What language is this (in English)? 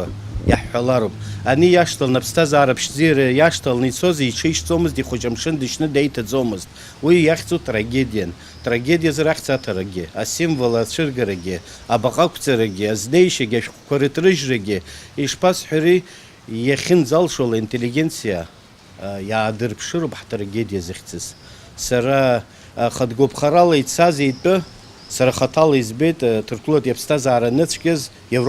Abkhazian